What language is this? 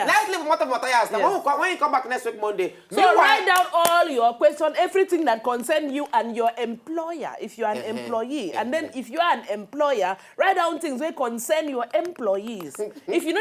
Nigerian Pidgin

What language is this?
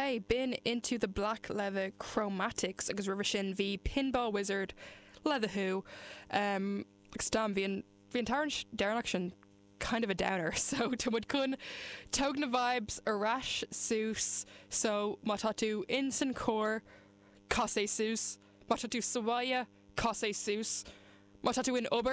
Irish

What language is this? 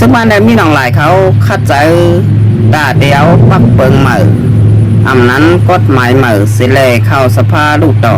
Shan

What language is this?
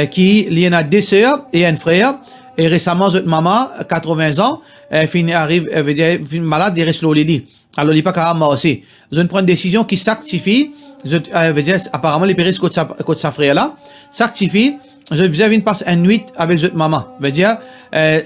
Morisyen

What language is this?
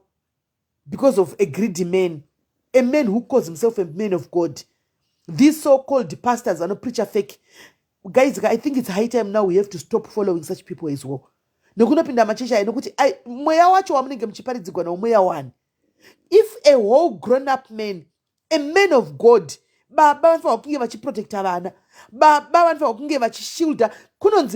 Shona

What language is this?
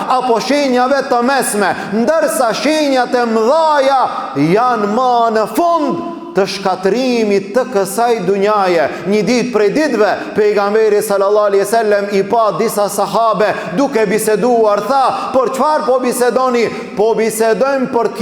Albanian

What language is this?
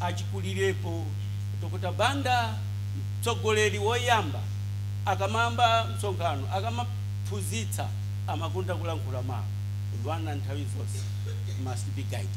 Nyanja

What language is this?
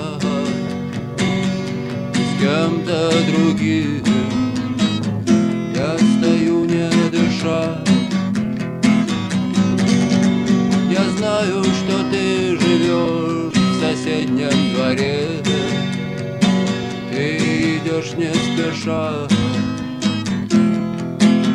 Russian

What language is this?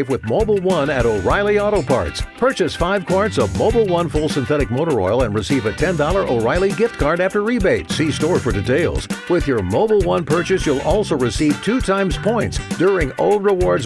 English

